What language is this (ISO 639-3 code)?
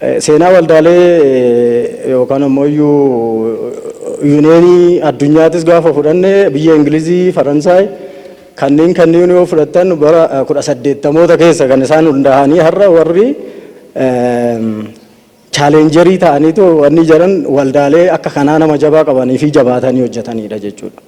orm